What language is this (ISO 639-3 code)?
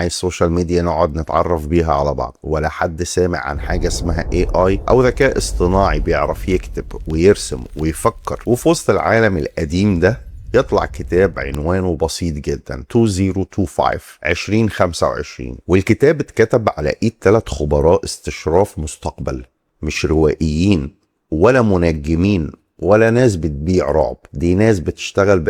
arz